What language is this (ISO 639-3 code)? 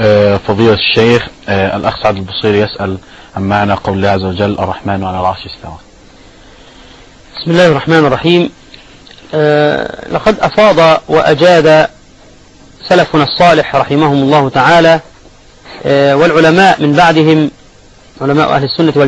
ara